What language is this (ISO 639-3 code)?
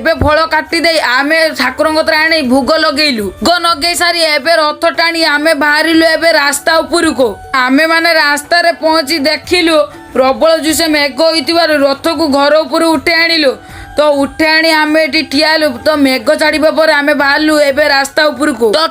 ori